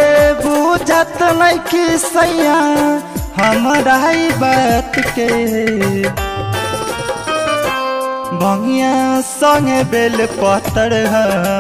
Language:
Bhojpuri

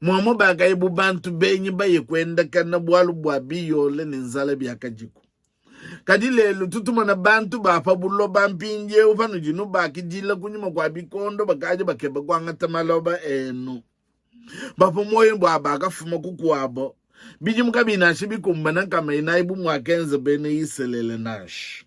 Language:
Luba-Lulua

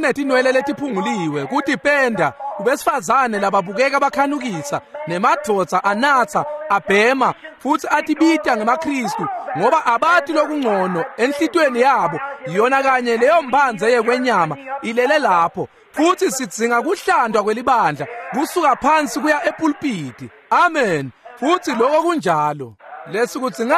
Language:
Swati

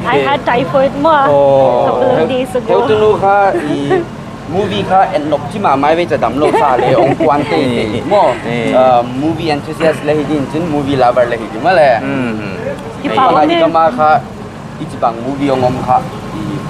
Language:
Paite Chin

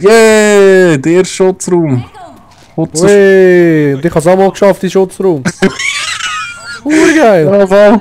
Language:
Swiss German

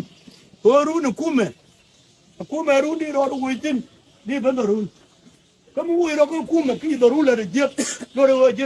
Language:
Nuer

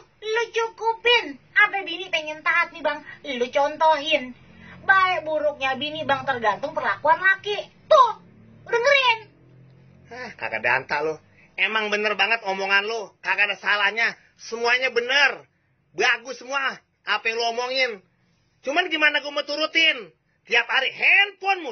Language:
Betawi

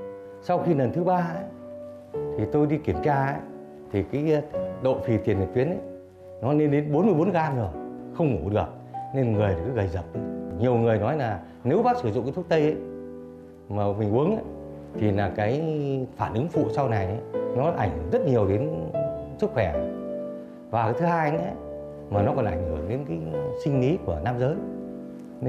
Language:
Vietnamese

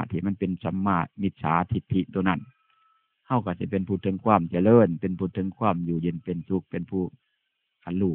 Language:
Northeastern Thai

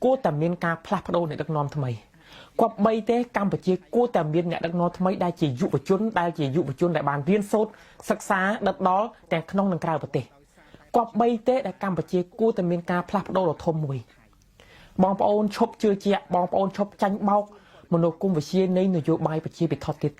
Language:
Khmer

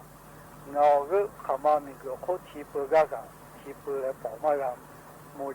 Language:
Lahu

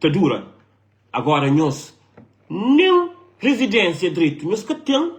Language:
Kabuverdianu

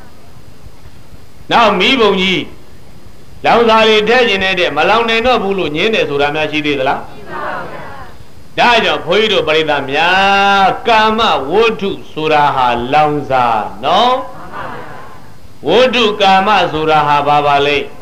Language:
Burmese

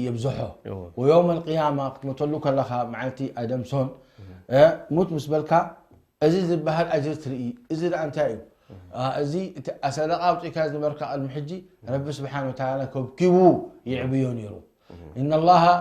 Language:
Tigrinya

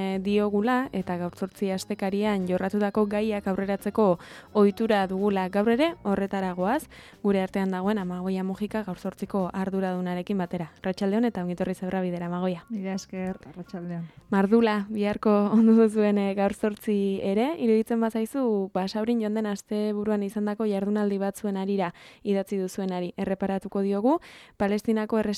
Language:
Basque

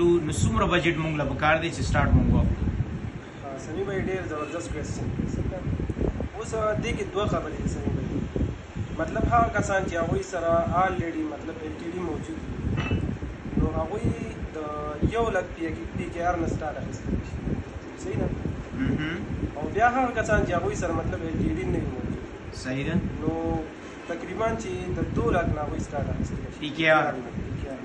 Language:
Pashto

